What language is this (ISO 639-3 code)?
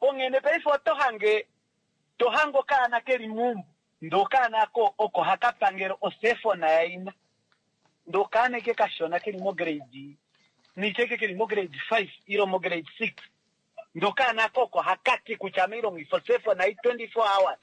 kua